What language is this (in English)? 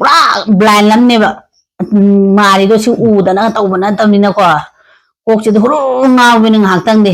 Manipuri